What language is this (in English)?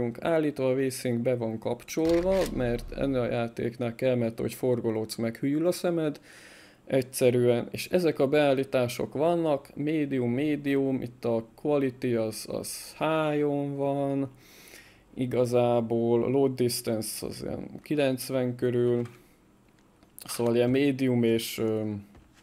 Hungarian